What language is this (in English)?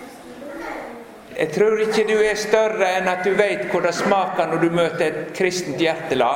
Norwegian